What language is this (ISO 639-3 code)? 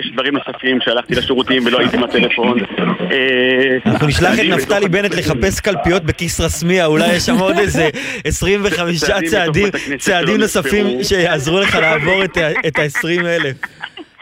heb